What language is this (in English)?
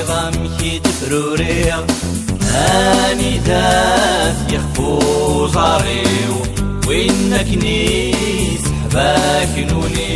Kabyle